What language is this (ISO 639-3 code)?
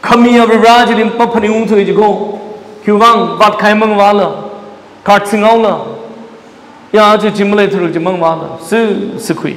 nmf